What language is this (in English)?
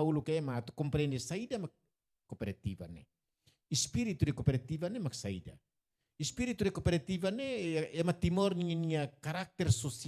Tetum